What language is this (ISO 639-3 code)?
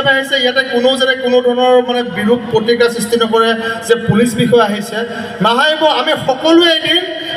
asm